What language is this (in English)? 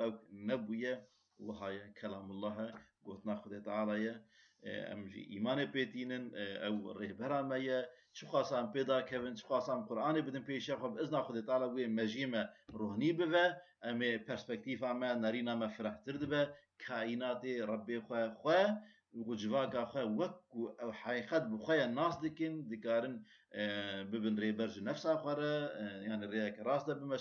Kurdish